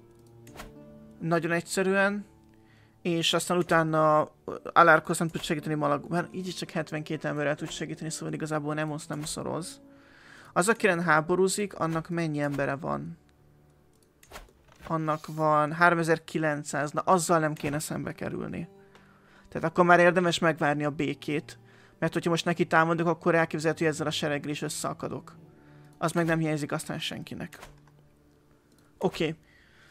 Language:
Hungarian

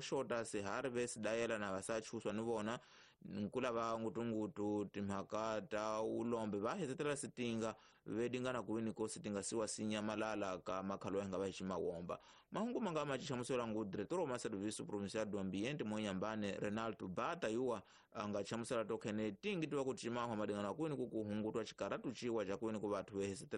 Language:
Tsonga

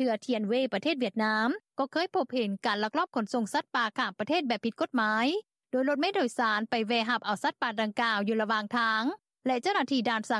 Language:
Lao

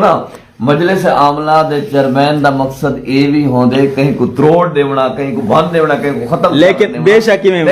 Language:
Saraiki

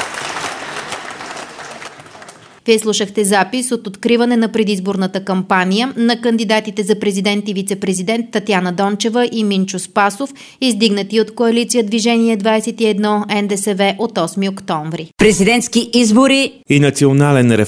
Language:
Bulgarian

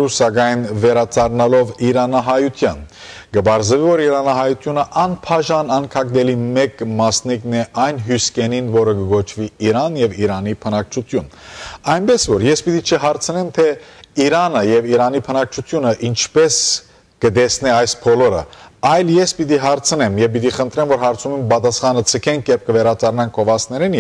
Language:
Western Armenian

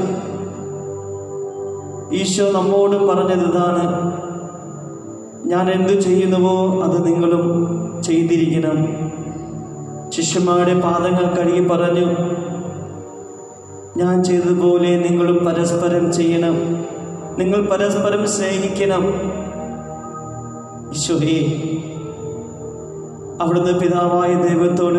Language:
Malayalam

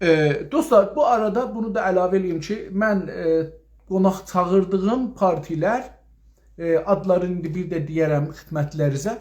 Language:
South Azerbaijani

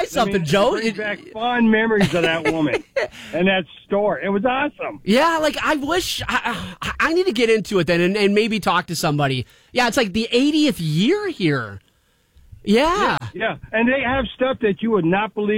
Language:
English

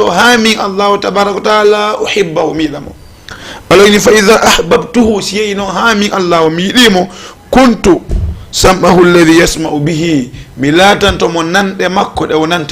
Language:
Fula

